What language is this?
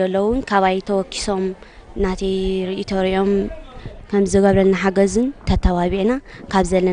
Tigrinya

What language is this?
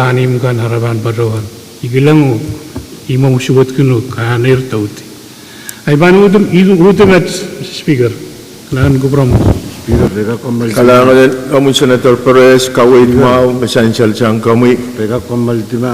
Pohnpeian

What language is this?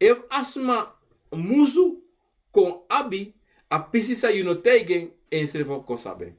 Sranan Tongo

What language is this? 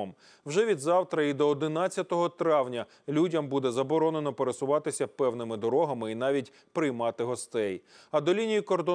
Ukrainian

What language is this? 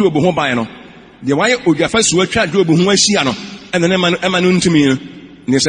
Akan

